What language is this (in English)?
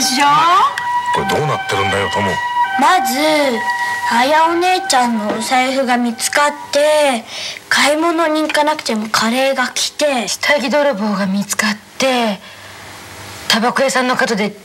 Japanese